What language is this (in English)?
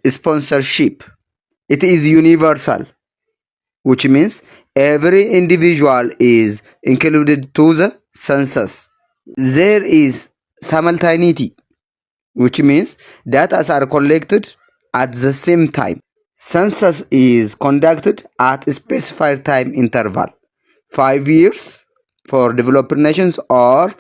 English